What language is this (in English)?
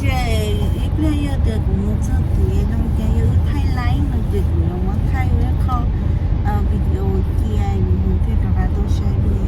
Hmong